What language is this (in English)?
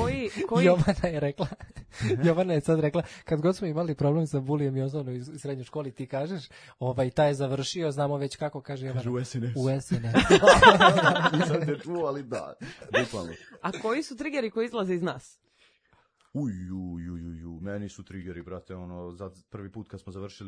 Serbian